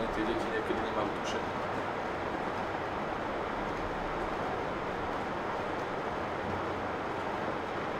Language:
Slovak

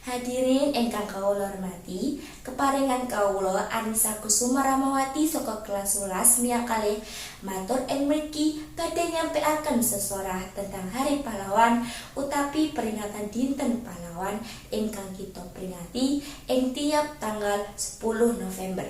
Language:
Javanese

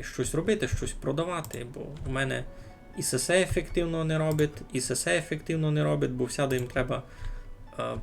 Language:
Rusyn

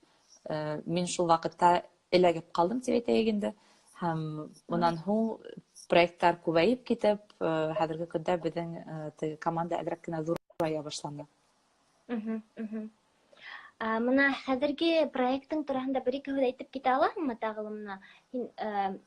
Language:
Bashkir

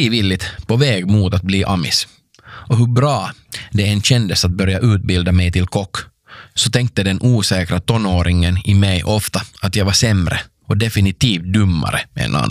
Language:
Swedish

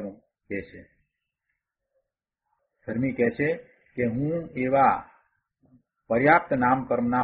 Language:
Gujarati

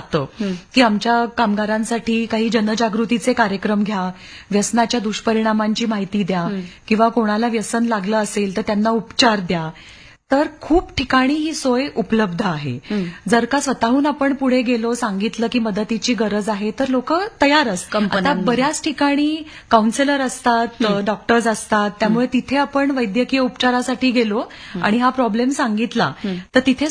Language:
Marathi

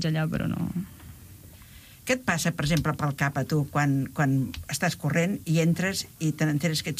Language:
Catalan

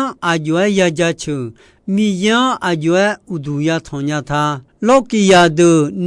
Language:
Akha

